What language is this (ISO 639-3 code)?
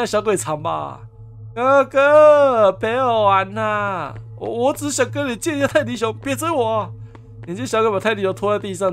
zho